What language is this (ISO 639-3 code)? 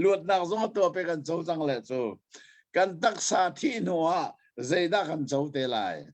cnh